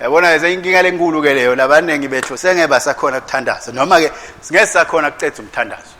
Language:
Swati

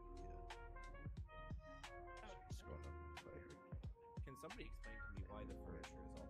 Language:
English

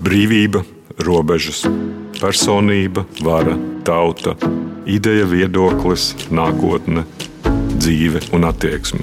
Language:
Latvian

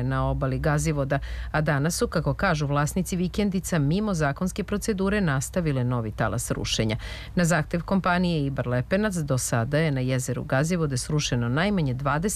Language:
Serbian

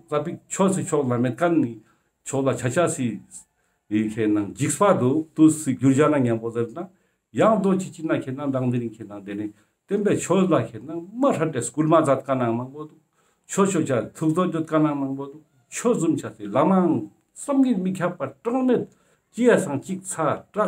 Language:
Ladakhi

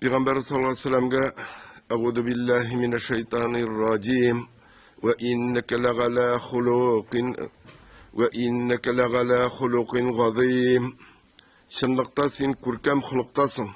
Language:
Tatar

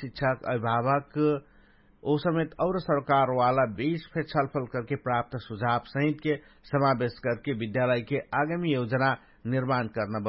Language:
Dangaura Tharu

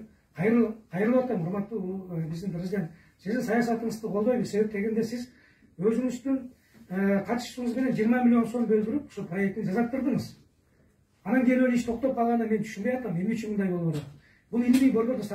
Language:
Kyrgyz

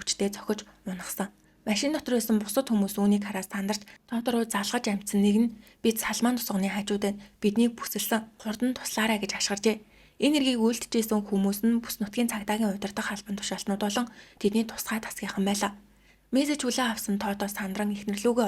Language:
Mongolian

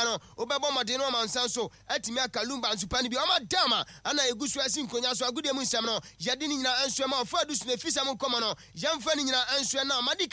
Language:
Akan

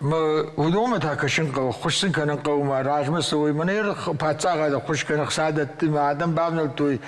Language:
Ossetic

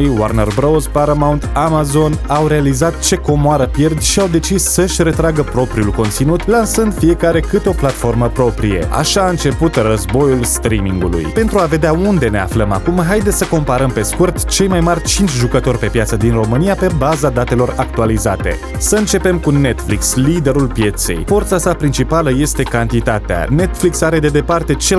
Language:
Romanian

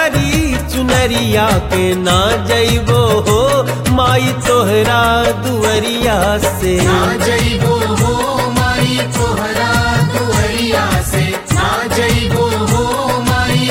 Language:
Bhojpuri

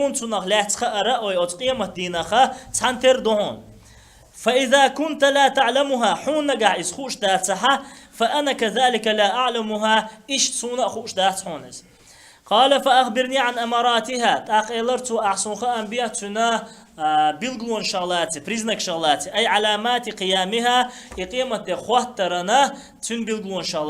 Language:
Chechen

